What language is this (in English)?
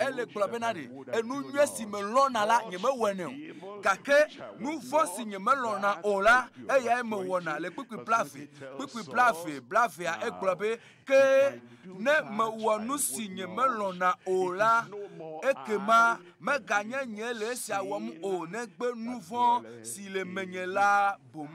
Ewe